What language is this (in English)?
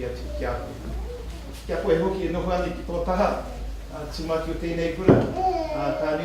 Māori